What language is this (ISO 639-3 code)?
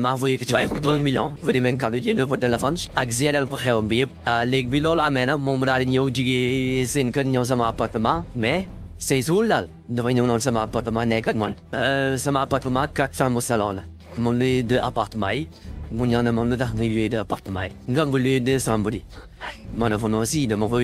wol